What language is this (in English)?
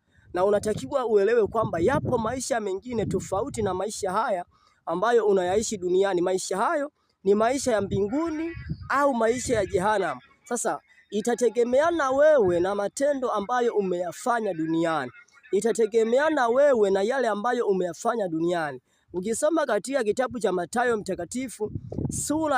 Swahili